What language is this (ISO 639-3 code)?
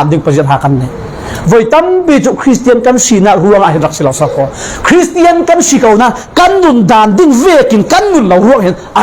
cfm